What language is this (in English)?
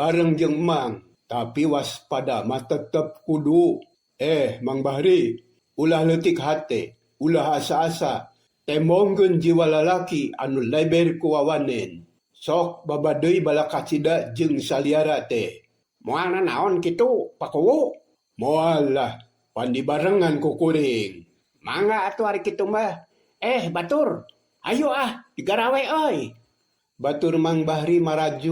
Sundanese